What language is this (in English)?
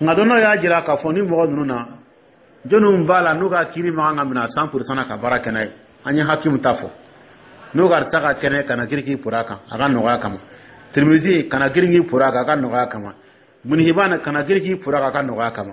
Dyula